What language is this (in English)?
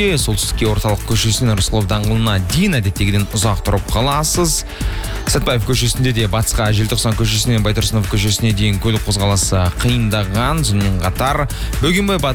Kazakh